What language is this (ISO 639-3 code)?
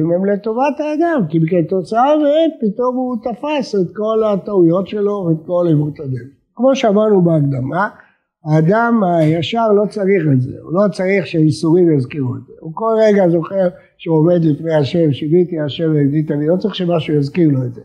heb